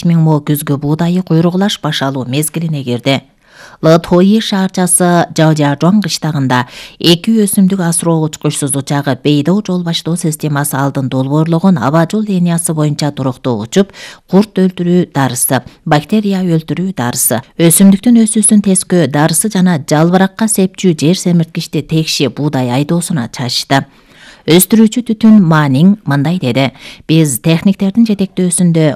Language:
Kyrgyz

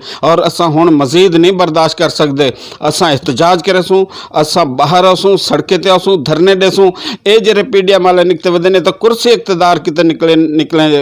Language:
Saraiki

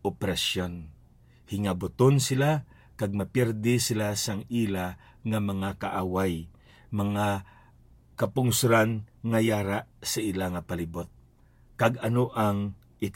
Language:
Hiligaynon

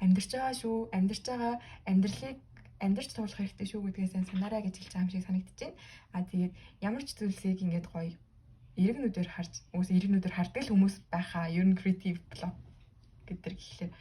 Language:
Mongolian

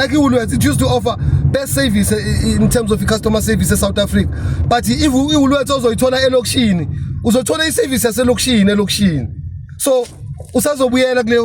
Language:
Zulu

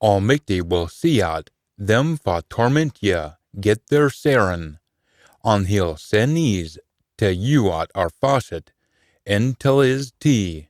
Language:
Scots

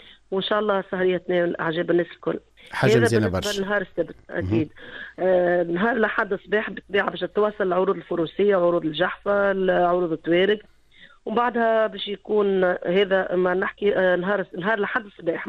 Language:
Tunisian Arabic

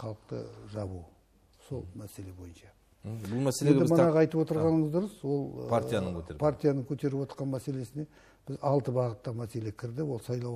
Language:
Kazakh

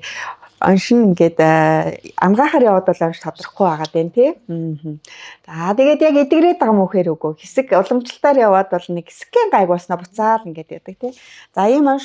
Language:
Mongolian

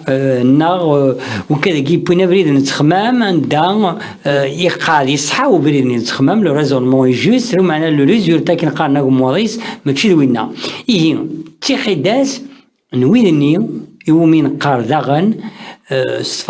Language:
Kabyle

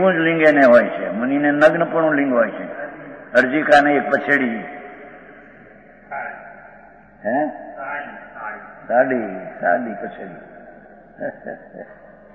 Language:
Gujarati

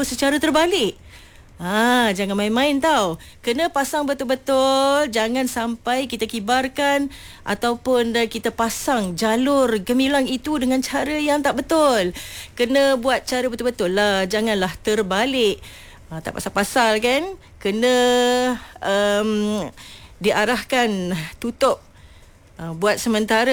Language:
Malay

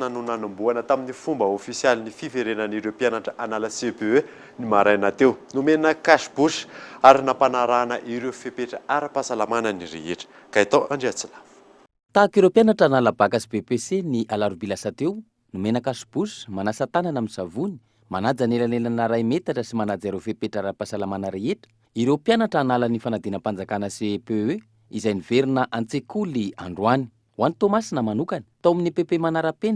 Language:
Malagasy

